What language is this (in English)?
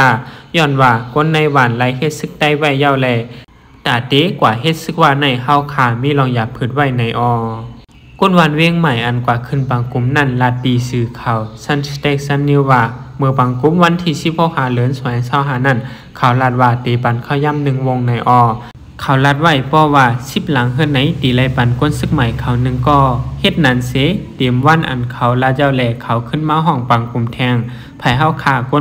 Shan